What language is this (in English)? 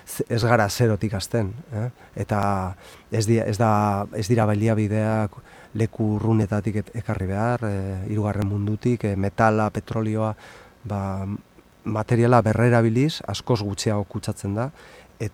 Basque